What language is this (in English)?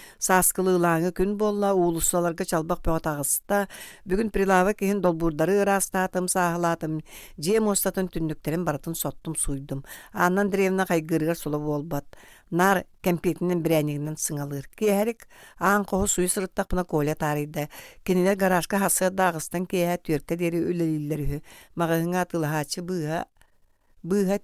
Yakut